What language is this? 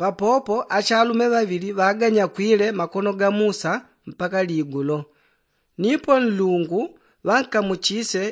Yao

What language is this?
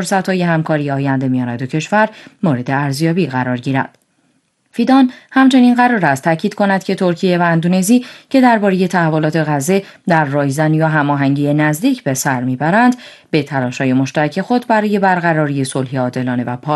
Persian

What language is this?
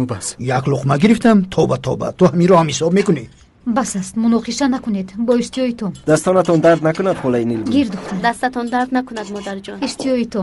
Tajik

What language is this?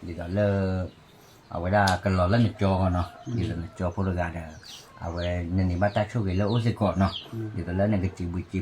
S'gaw Karen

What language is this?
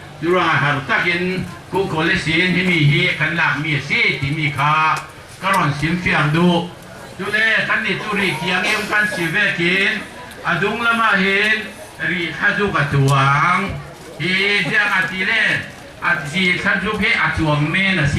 Falam Chin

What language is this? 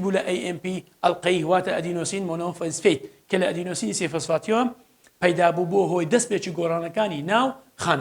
Central Kurdish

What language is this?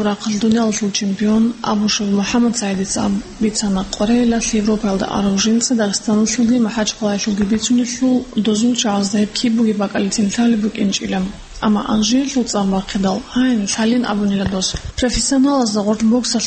Avaric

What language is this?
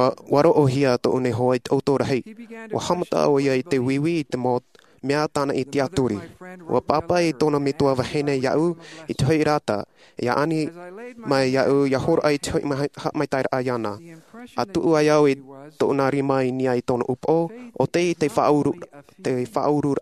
Tahitian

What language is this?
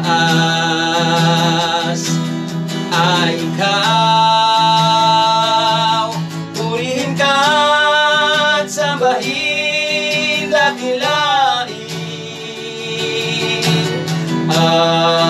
Filipino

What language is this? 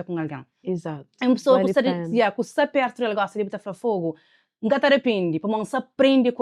Kabuverdianu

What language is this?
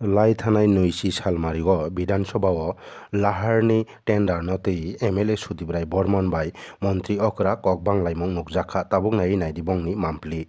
Kok Borok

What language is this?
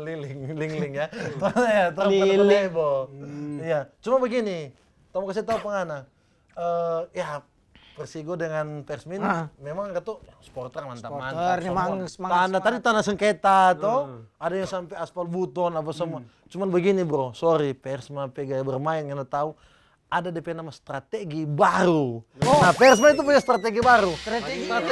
Manado Malay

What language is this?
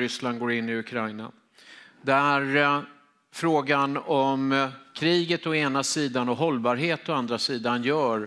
Swedish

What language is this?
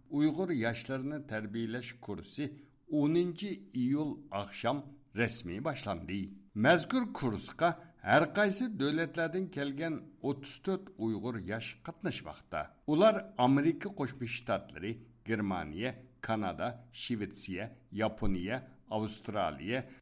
Uyghur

